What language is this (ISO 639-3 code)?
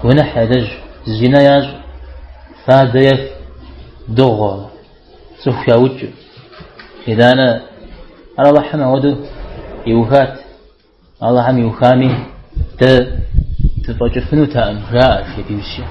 kbd